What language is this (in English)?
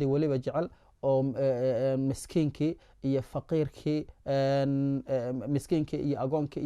Somali